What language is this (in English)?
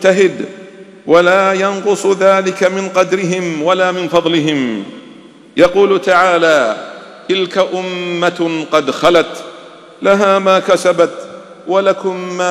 Arabic